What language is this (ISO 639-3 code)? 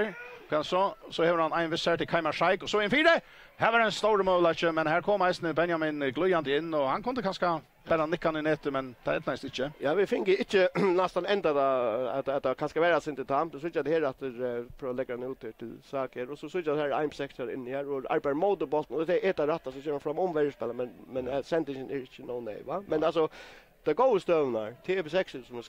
fao